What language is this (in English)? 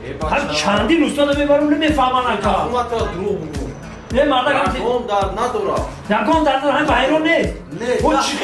Tajik